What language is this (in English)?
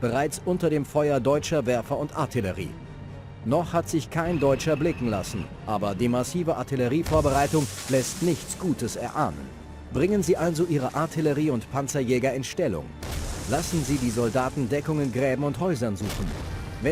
Bavarian